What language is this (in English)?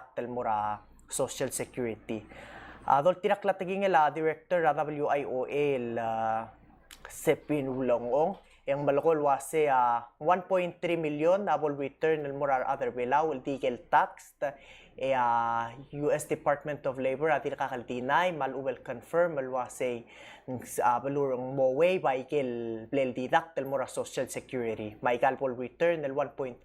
Palauan